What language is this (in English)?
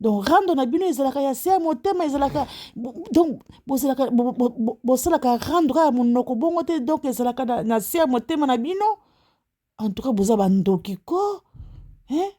Lingala